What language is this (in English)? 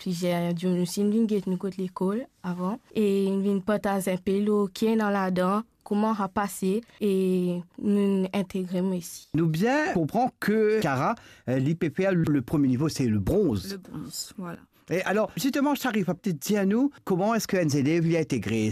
Morisyen